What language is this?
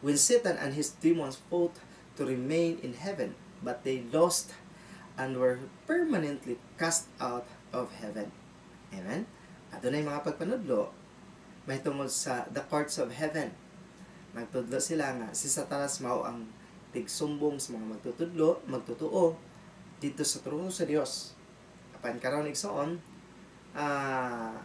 Cebuano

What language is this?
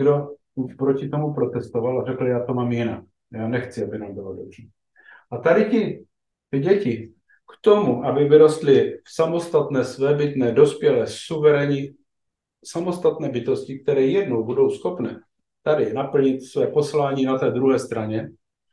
Czech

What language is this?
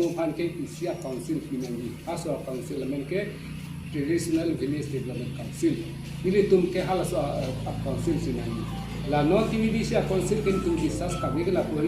Karbi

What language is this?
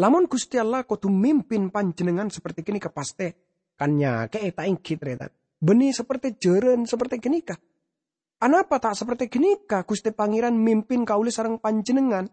Madurese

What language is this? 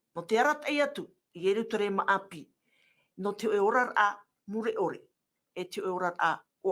Tahitian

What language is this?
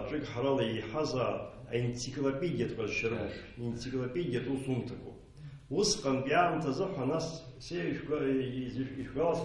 Abkhazian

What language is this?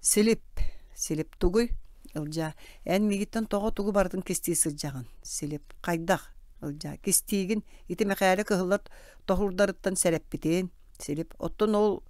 Yakut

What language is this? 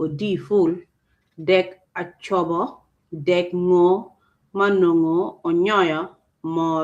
Acoli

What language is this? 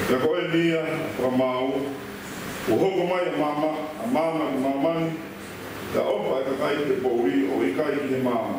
Tongan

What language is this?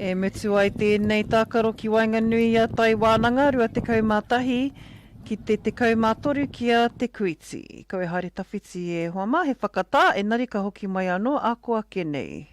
Māori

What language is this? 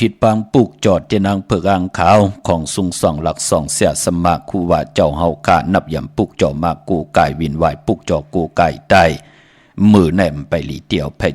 Shan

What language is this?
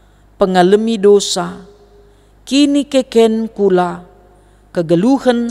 Batak Karo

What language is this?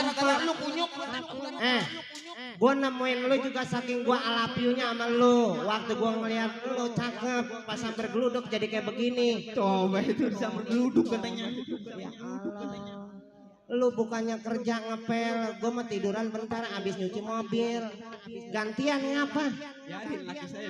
Betawi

